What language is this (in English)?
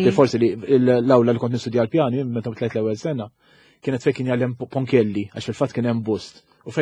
Maltese